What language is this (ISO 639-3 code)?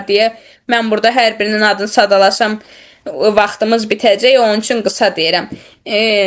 aze